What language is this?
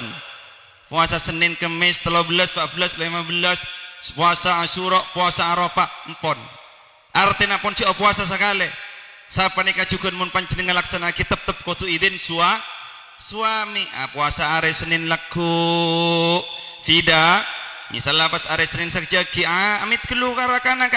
Madurese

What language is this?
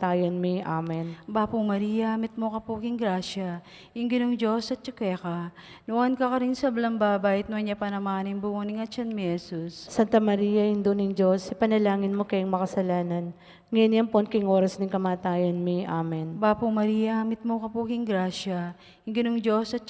Pampanga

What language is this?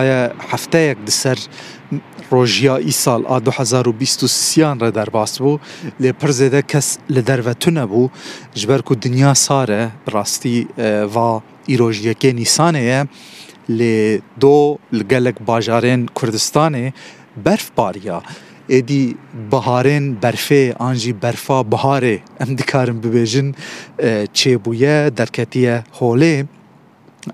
Kurdish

